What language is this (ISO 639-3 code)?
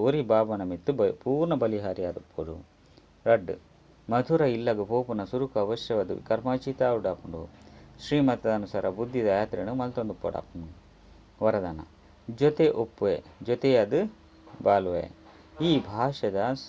tcy